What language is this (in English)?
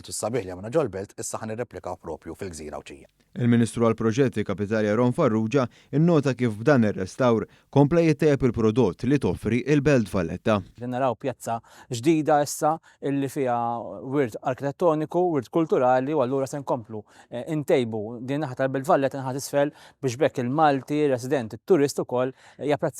Maltese